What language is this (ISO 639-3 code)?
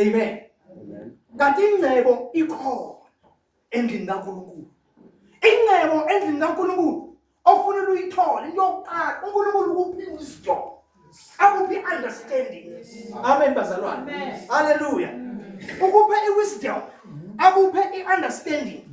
zul